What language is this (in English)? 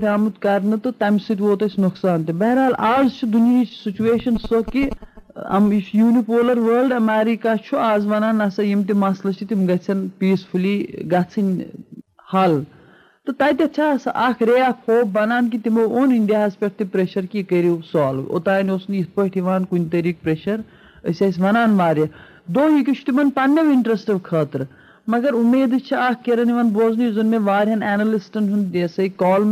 Kashmiri